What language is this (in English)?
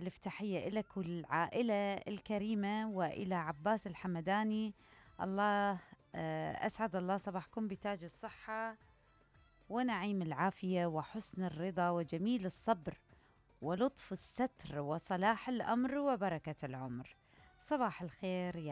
Mesopotamian Arabic